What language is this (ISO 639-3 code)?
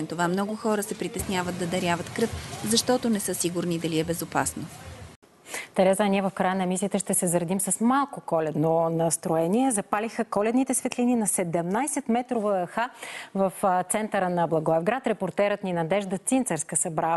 bul